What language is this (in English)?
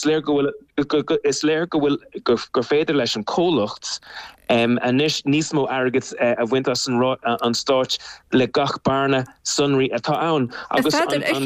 Irish